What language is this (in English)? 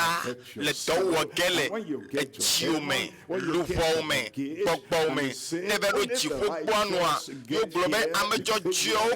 Ewe